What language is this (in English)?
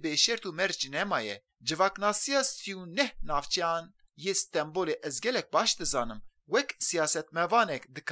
Kurdish